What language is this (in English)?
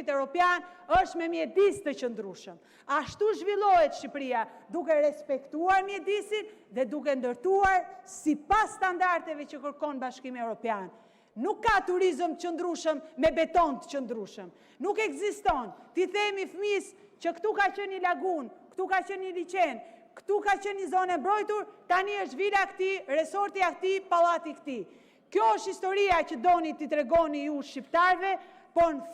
Albanian